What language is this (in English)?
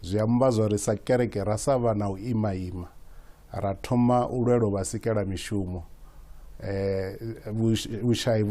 Venda